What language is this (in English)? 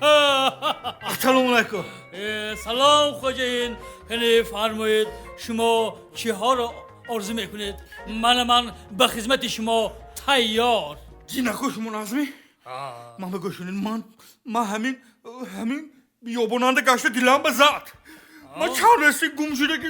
Tajik